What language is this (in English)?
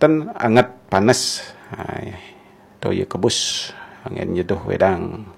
Balinese